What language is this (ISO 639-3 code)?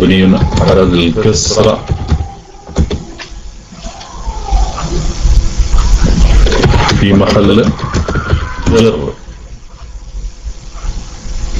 mal